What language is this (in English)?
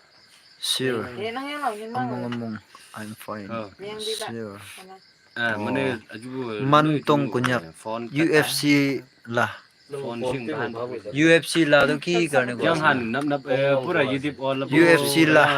Naga Pidgin